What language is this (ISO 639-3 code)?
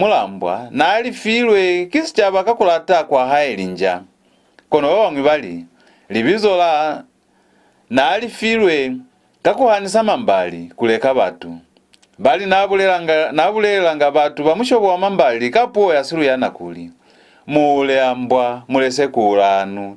loz